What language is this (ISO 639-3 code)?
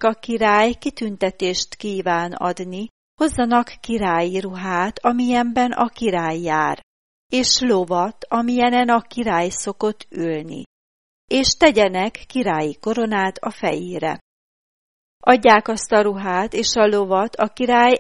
hun